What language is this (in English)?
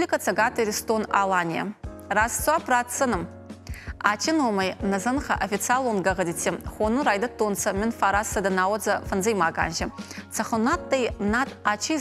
Ossetic